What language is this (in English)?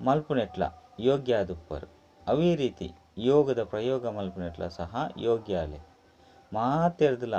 Tulu